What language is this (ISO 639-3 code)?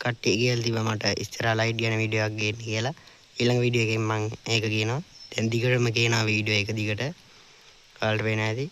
sin